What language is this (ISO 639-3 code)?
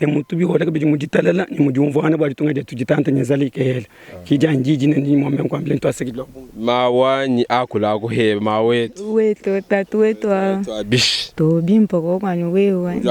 lua